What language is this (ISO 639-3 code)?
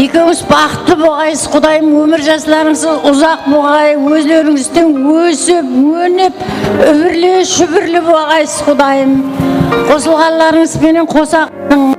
kaa